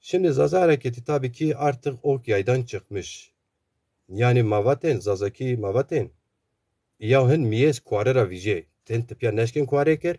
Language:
Zaza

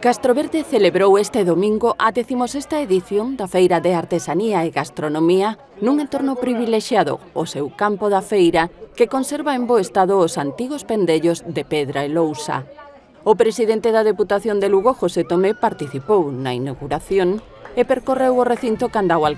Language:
Galician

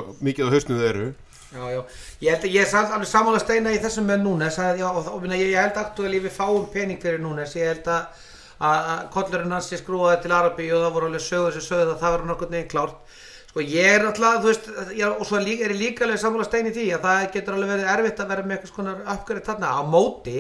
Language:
Icelandic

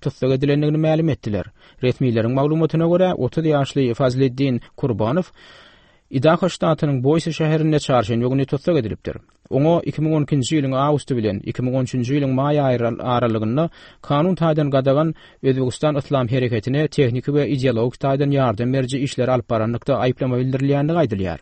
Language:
Turkmen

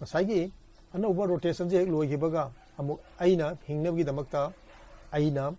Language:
Manipuri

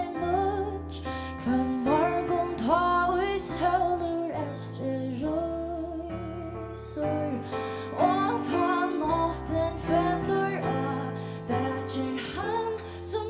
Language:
Faroese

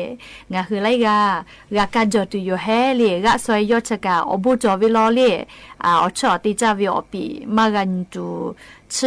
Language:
Lahu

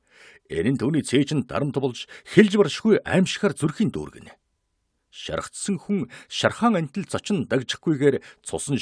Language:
Mongolian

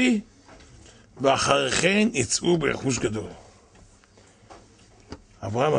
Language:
Hebrew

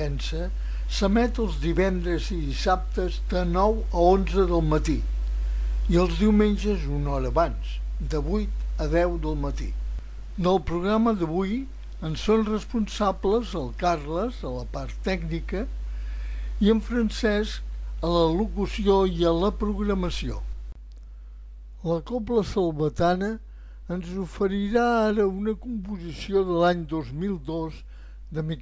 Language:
Catalan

